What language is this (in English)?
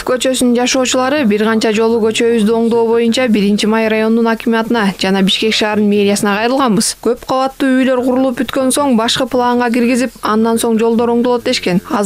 Kyrgyz